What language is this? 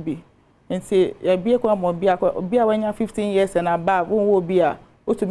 Akan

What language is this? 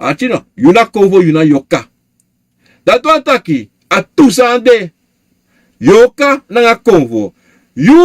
Sranan Tongo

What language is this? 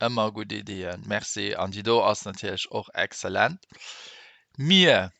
Luxembourgish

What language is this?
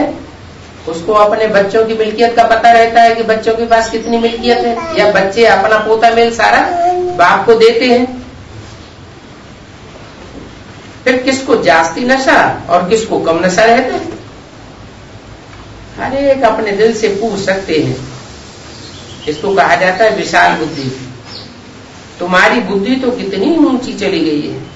Hindi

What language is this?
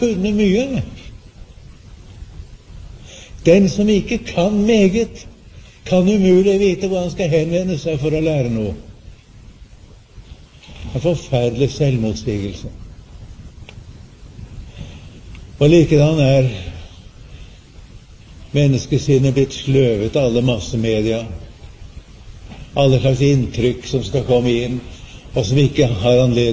Norwegian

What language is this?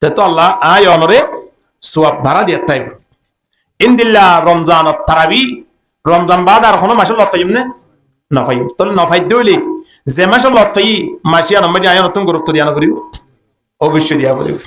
Rohingya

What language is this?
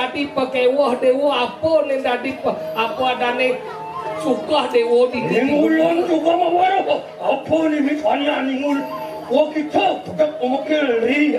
Balinese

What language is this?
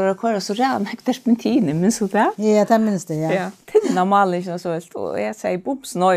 Faroese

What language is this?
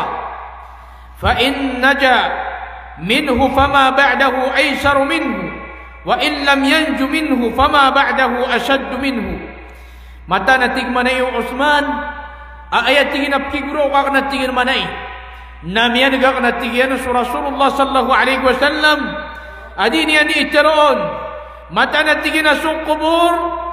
Maranao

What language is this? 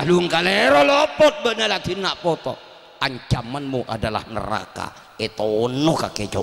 Madurese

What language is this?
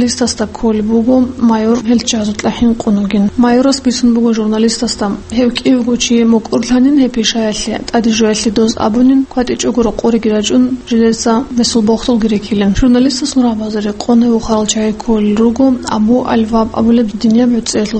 Avaric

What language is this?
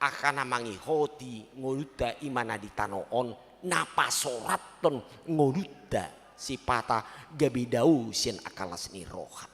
Batak Toba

